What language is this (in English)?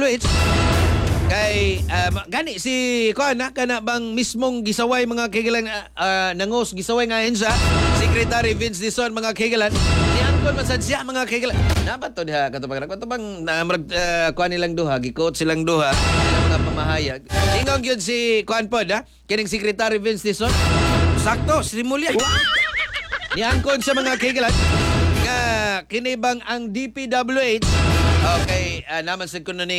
Cebuano